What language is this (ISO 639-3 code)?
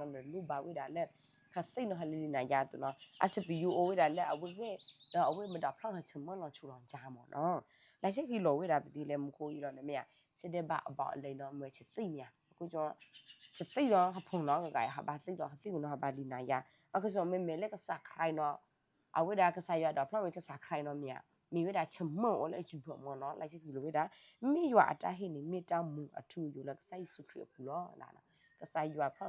ksw